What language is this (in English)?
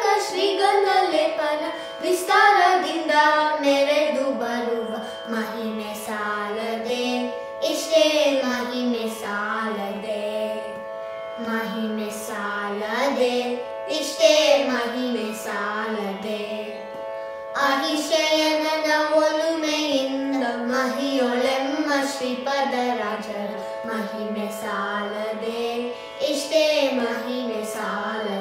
Kannada